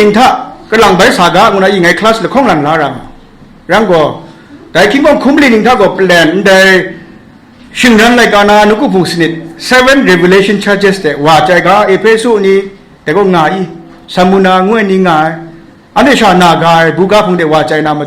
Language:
Kachin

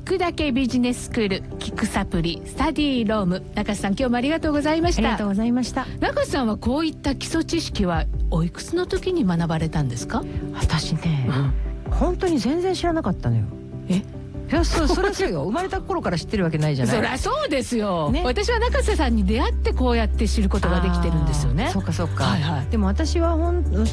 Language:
Japanese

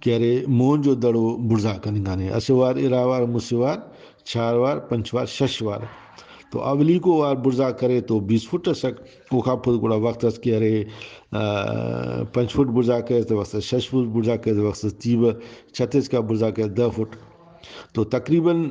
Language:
Brahui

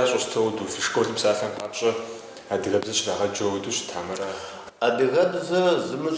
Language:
Kabardian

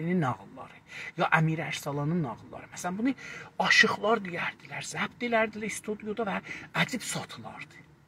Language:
South Azerbaijani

